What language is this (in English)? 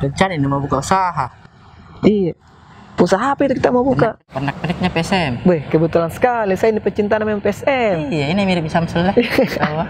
Makassar Malay